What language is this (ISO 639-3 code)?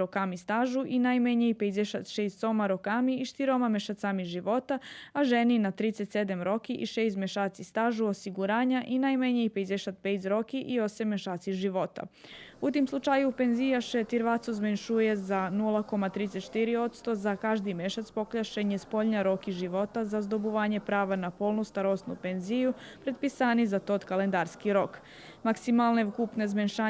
rue